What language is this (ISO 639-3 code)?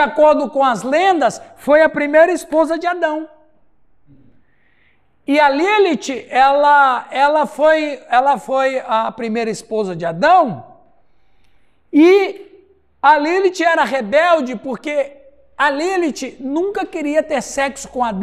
por